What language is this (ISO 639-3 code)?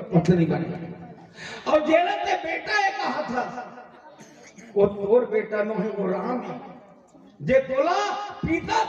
hne